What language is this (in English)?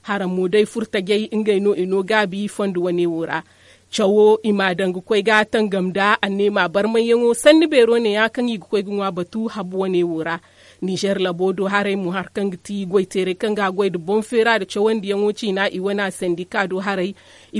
Zarma